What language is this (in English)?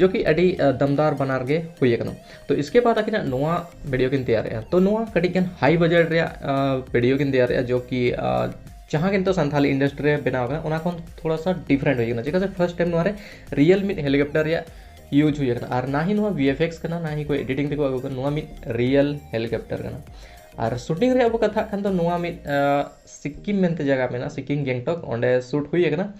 Santali